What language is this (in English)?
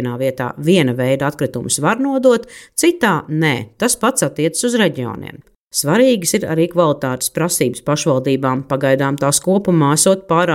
Latvian